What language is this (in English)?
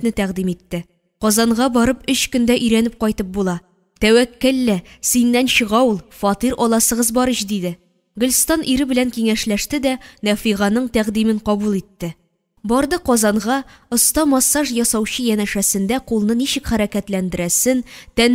Tatar